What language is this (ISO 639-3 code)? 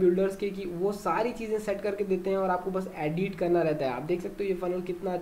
hin